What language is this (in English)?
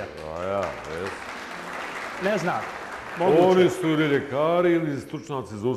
Bosnian